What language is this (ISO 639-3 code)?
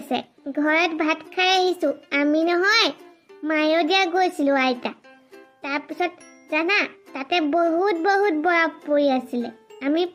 asm